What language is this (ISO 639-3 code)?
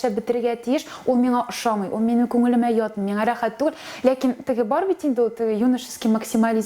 tat